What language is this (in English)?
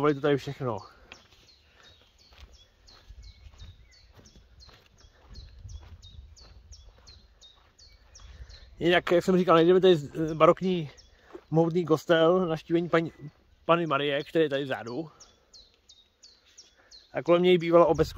Czech